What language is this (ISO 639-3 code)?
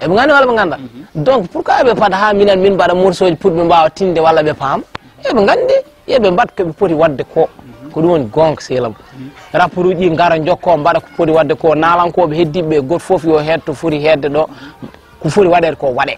ful